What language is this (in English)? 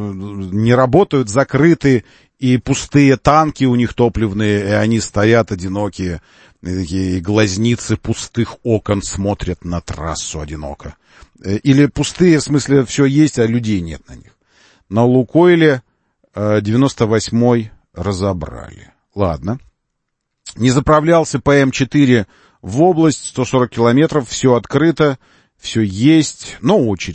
Russian